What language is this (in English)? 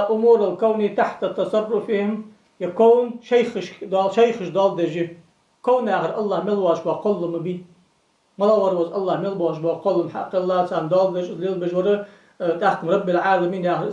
Ingush